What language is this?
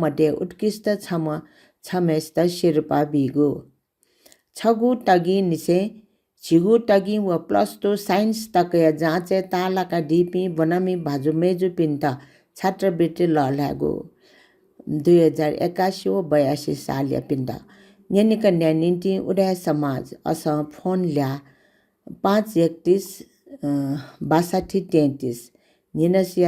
Newari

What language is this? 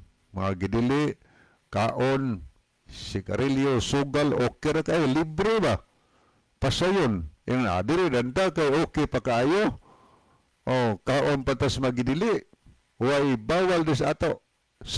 Cebuano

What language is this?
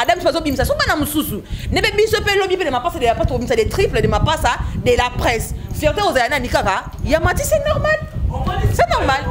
Lingala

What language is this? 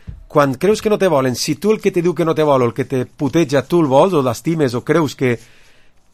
Catalan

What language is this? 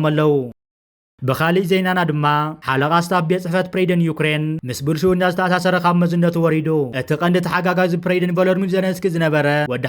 Tigrinya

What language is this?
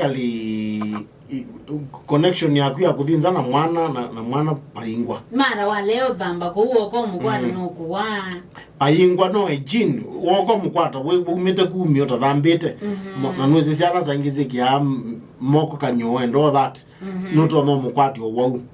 Kamba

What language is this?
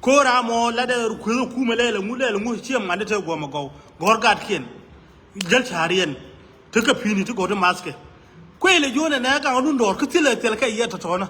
Nuer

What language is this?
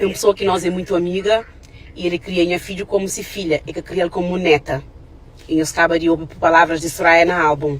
Kabuverdianu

